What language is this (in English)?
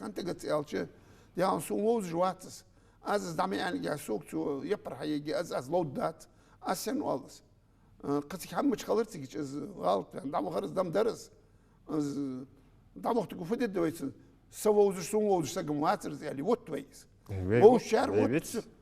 Ingush